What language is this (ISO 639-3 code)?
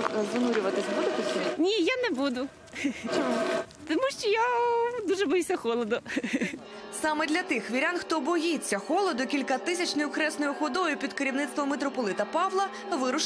ukr